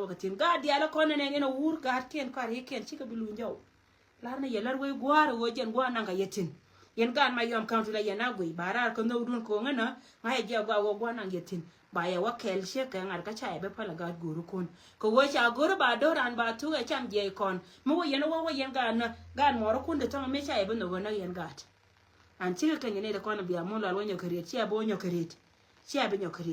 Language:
Nuer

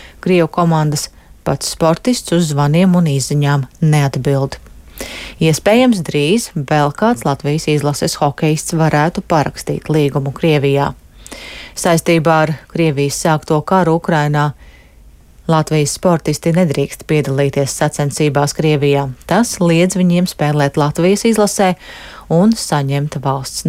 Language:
Latvian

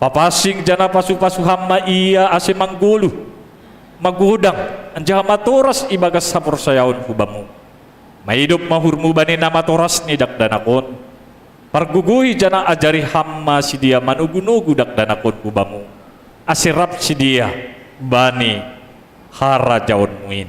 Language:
Batak Simalungun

